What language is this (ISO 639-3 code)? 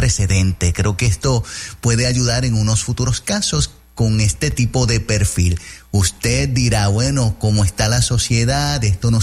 spa